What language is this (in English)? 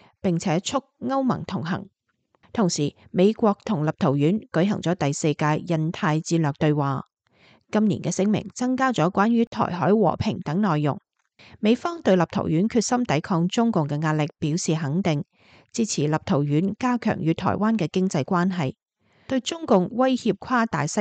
Cantonese